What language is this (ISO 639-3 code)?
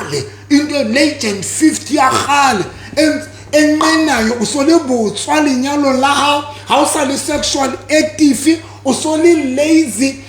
sot